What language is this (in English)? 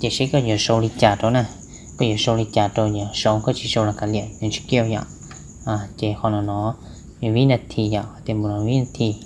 Hmong